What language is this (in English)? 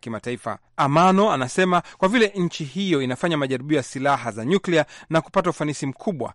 Swahili